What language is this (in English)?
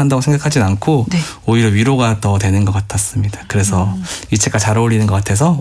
Korean